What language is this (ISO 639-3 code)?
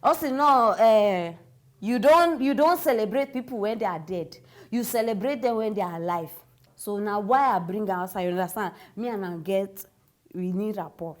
pcm